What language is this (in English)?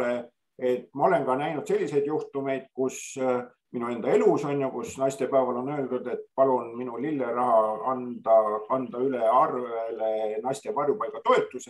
Estonian